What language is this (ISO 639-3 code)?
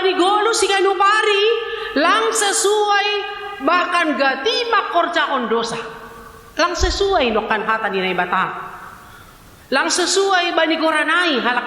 bts